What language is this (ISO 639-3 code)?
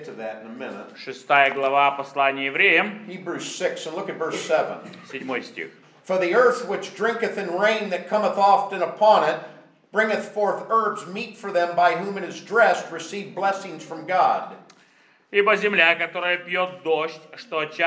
rus